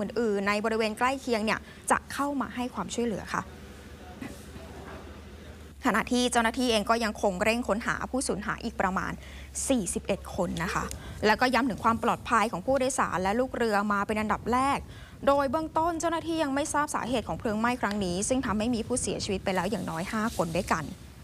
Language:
Thai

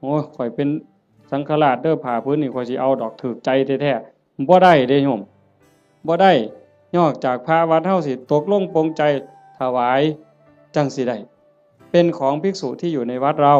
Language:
Northeastern Thai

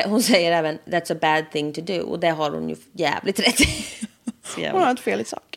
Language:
Swedish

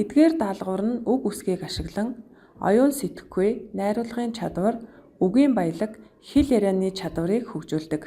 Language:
Mongolian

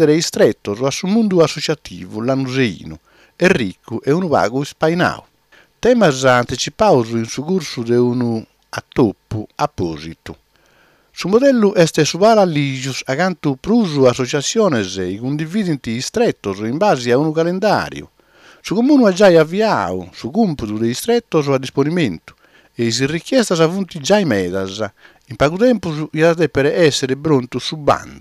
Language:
Sardinian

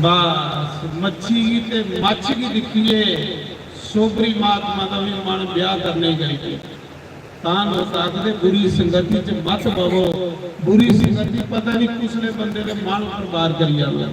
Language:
Dogri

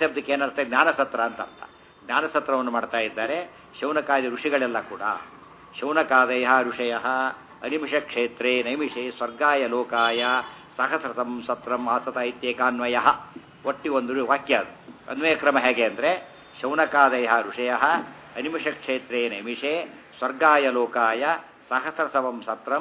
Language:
Kannada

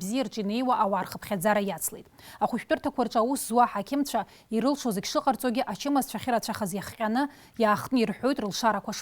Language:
Abkhazian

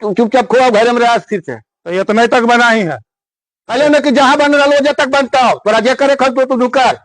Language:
Magahi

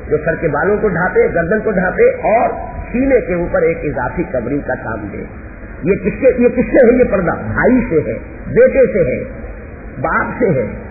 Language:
Urdu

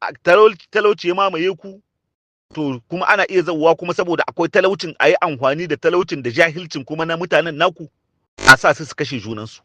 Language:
Hausa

